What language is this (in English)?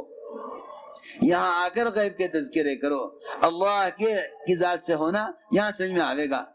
Urdu